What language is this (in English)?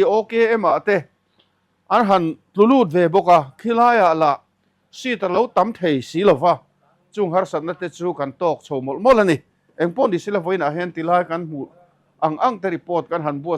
Mizo